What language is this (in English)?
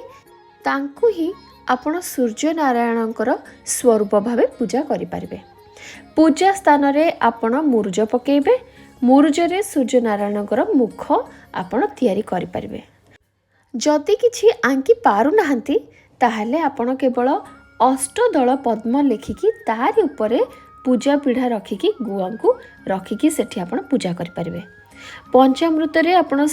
Odia